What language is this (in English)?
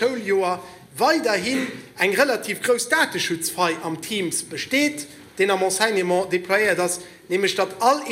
Luxembourgish